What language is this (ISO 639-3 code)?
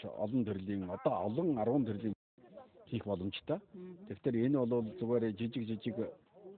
mon